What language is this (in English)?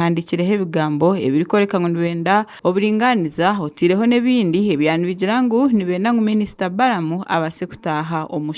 Nyankole